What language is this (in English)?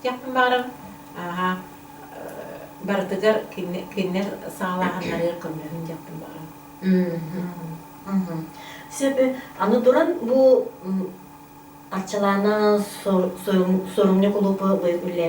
Yakut